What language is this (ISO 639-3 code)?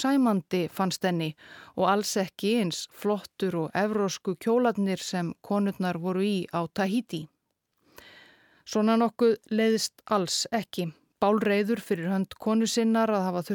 isl